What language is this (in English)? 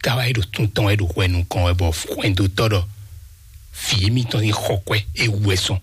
Fon